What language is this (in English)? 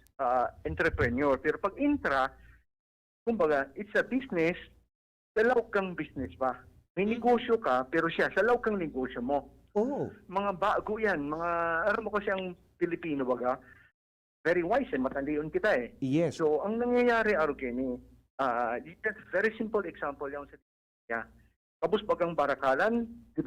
Bikol